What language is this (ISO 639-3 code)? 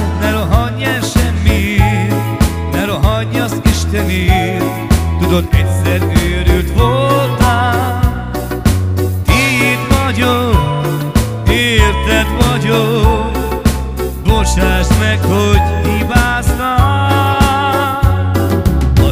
hun